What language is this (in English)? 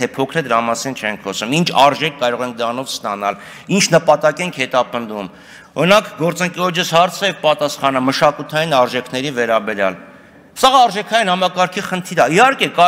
Armenian